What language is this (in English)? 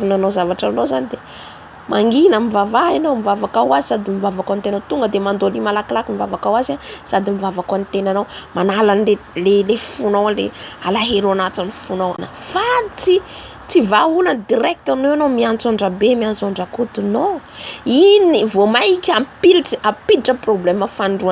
Malagasy